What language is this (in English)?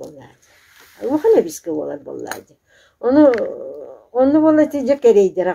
Yakut